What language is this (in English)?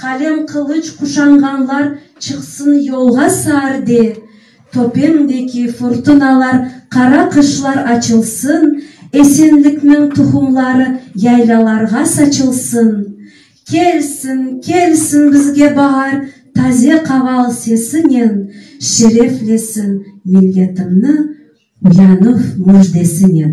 Crimean Tatar